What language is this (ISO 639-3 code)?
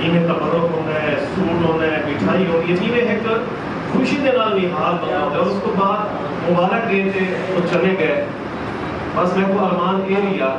skr